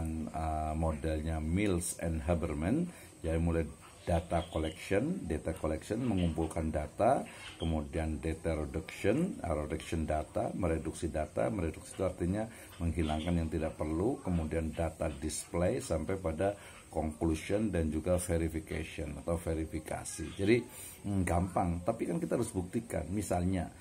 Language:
Indonesian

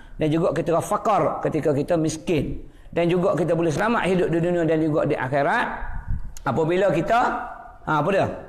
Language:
Malay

